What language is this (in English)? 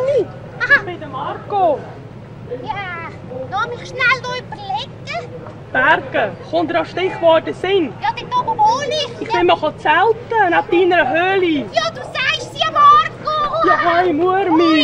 Swiss German